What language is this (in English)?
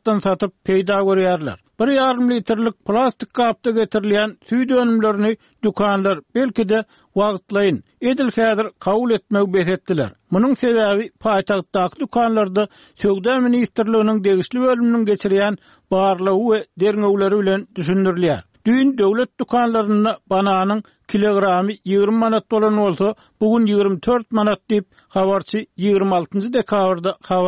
Turkmen